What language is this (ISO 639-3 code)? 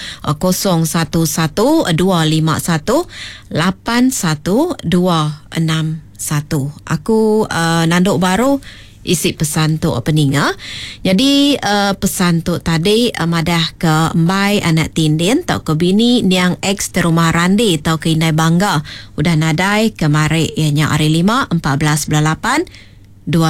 iba